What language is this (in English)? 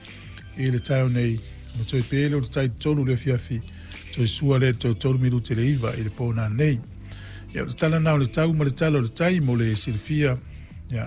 Samoan